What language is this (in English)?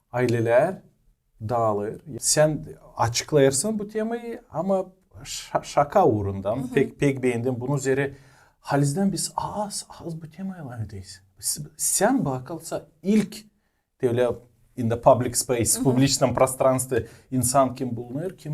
Gagauz